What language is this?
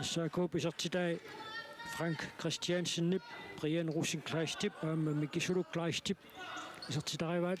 Kalaallisut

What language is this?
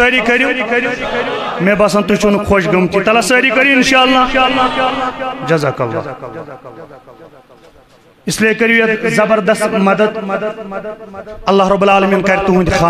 Kashmiri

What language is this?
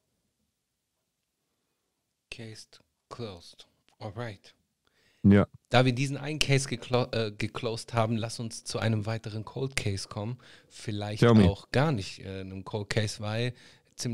German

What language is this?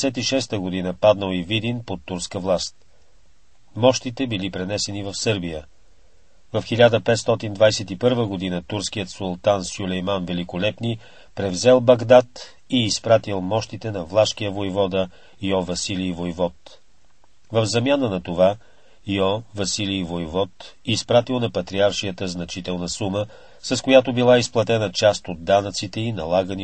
Bulgarian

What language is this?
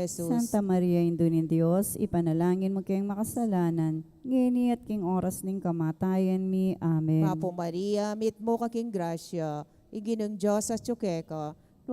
Pampanga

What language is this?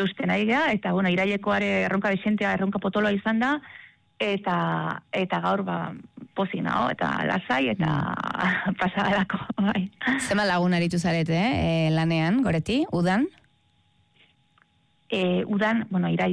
Basque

